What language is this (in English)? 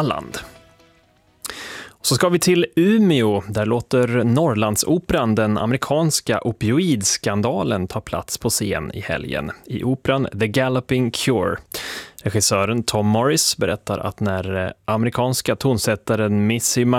Swedish